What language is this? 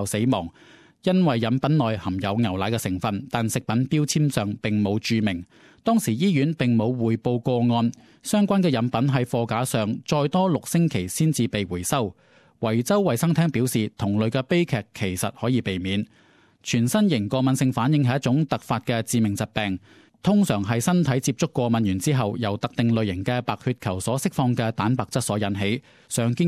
Cantonese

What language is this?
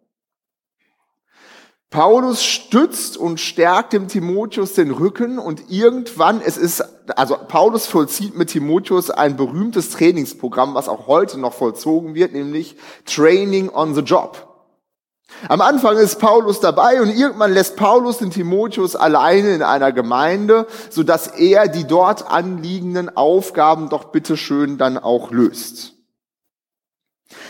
German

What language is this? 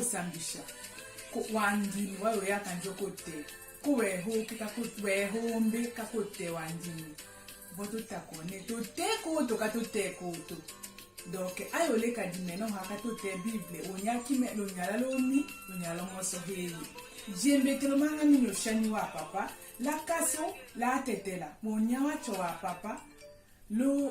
Tetela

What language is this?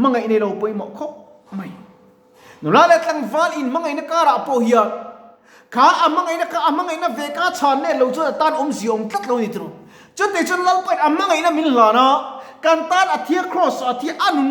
Mizo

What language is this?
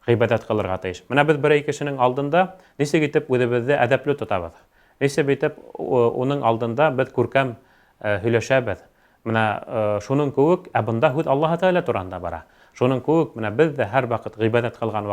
Bashkir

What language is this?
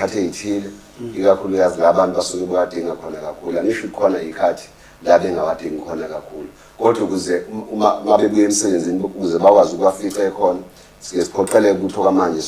Zulu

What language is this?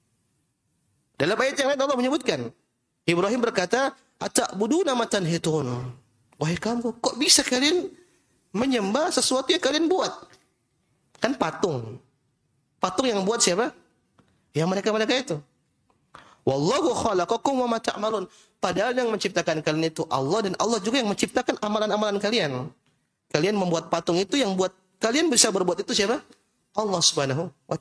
Indonesian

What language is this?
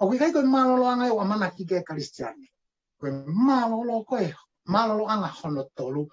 Tongan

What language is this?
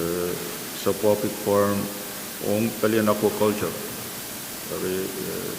Pohnpeian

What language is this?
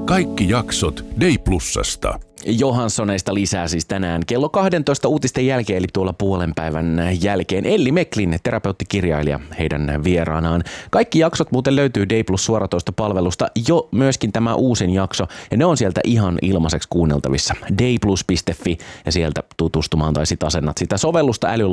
Finnish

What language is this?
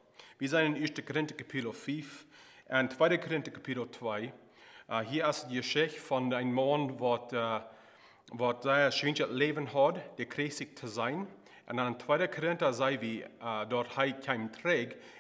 Plautdietsch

